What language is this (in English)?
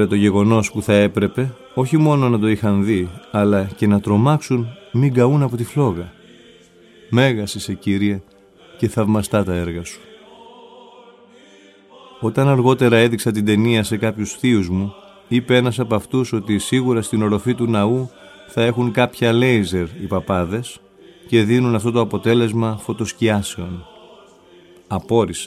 Greek